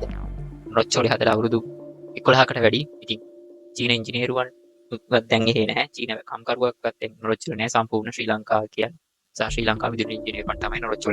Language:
Sinhala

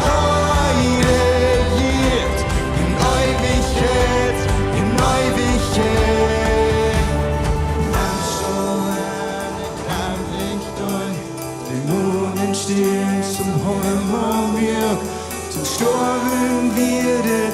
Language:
Plautdietsch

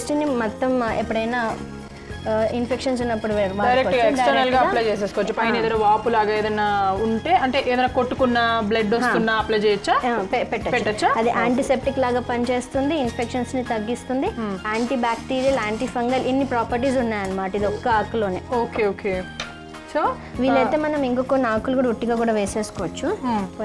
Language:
Telugu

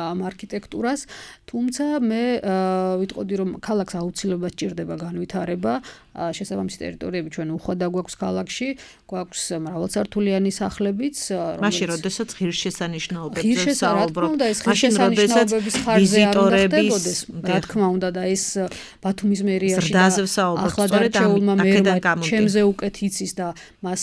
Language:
Georgian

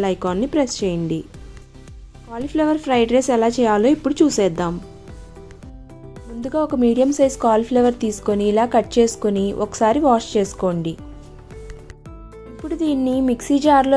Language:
Telugu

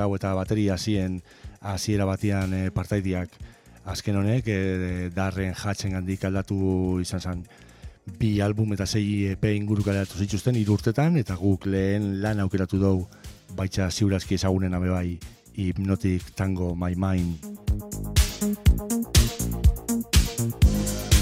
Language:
Basque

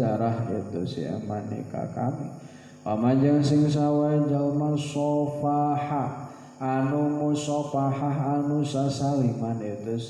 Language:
Sundanese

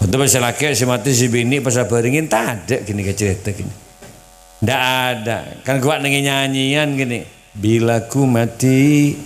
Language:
Madurese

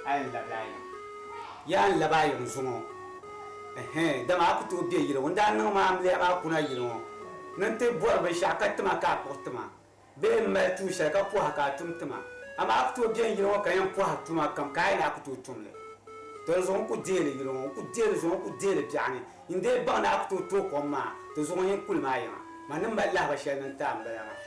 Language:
Dagbani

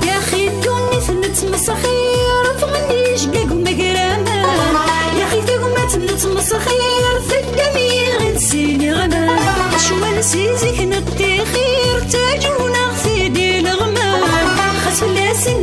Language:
Kabyle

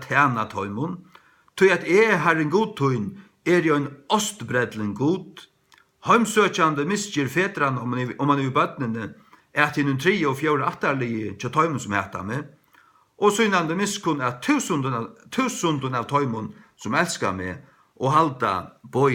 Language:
Faroese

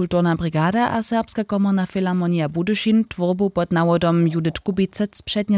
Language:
Upper Sorbian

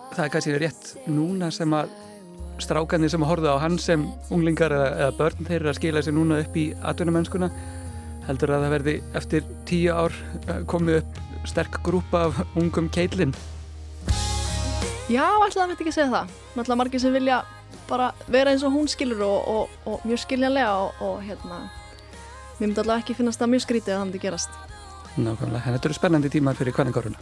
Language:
Icelandic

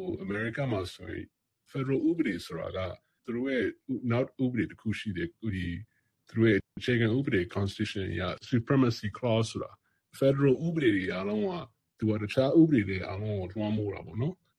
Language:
Burmese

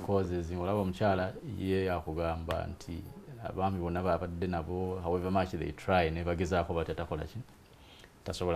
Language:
Ganda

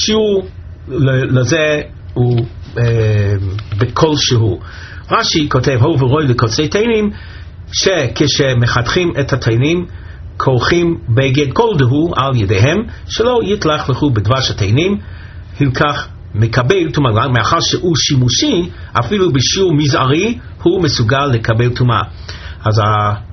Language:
Hebrew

